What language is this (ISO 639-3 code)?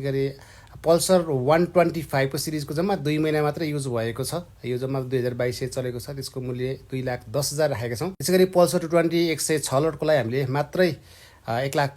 nep